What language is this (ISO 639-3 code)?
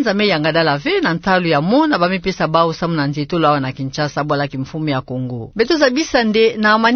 ktu